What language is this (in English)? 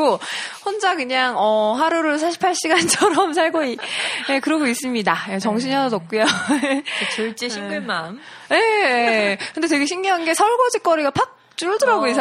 Korean